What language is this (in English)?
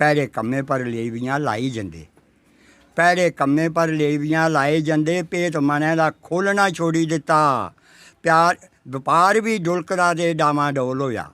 Dogri